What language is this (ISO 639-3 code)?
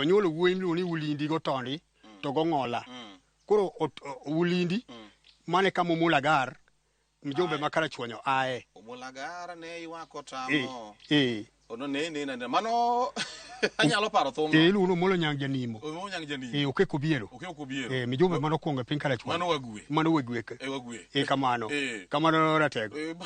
luo